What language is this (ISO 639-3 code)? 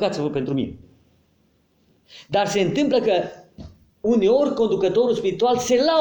ron